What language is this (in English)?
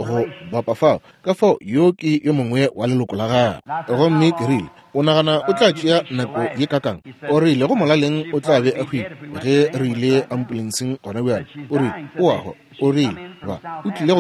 Northern Sotho